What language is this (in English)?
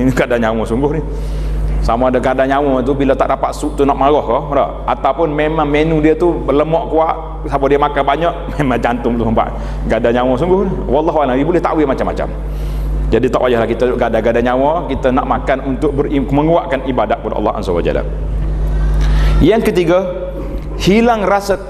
Malay